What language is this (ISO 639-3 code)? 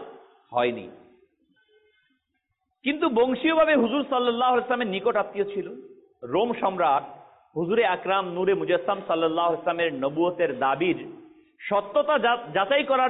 ben